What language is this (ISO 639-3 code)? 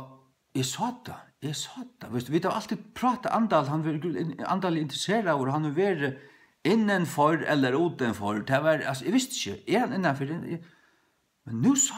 fao